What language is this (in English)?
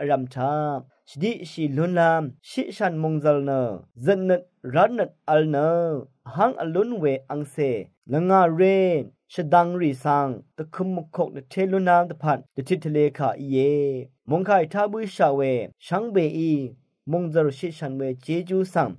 Rawang